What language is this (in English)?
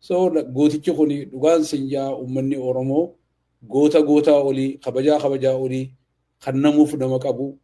Oromo